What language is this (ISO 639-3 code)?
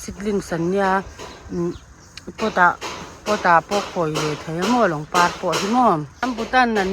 lus